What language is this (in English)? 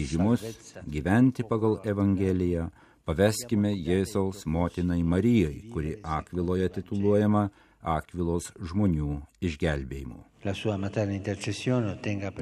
Lithuanian